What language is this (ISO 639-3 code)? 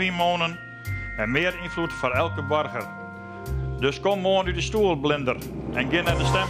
fry